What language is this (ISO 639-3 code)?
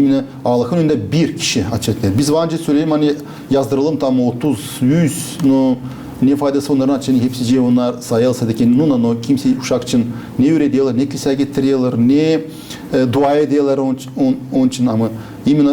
gag